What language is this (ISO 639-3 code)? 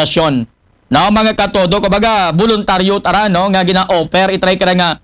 akl